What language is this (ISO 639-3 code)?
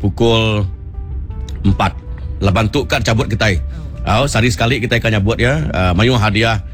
iba